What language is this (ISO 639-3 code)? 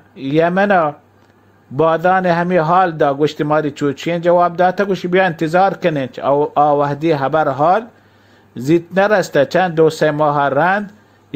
bal